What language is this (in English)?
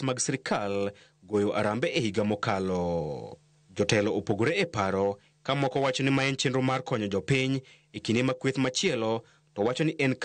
Luo (Kenya and Tanzania)